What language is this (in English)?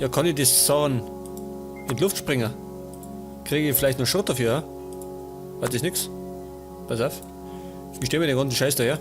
Bavarian